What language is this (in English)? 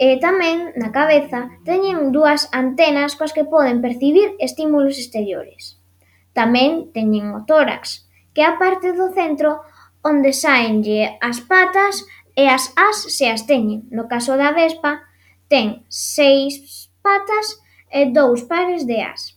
Galician